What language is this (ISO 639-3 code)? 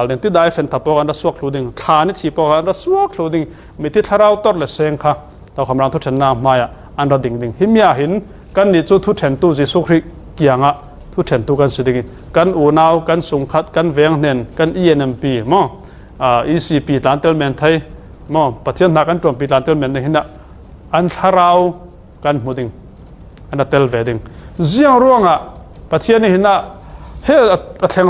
cfm